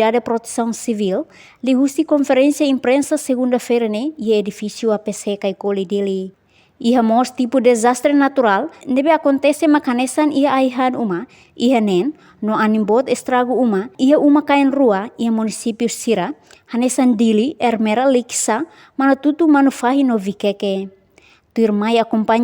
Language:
Tetum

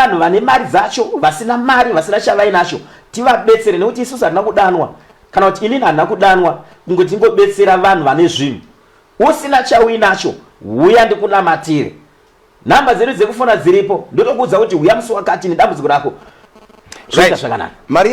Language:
Shona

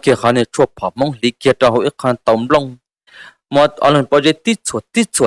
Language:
Hmong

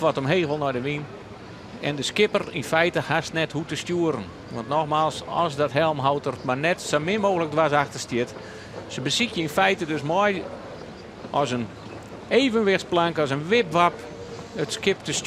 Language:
Western Frisian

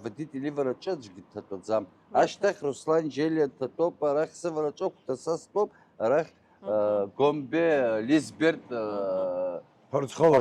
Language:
Abkhazian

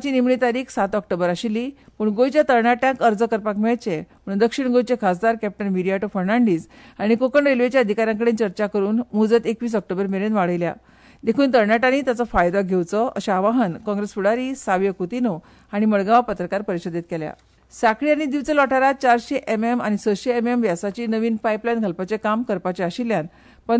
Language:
Konkani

